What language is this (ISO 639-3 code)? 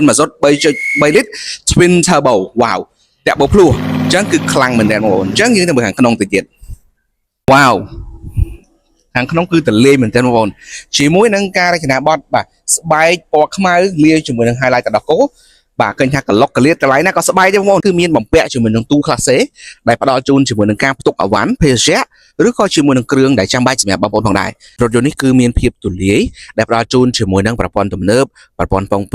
khm